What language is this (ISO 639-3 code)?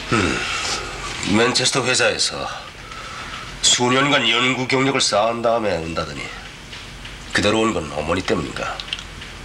kor